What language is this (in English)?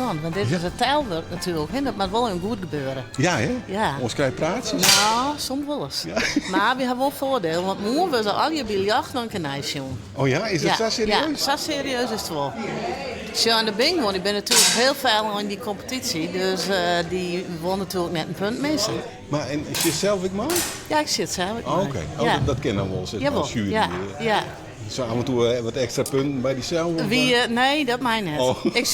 Western Frisian